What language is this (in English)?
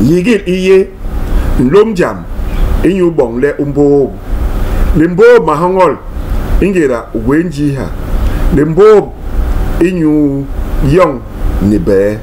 Basaa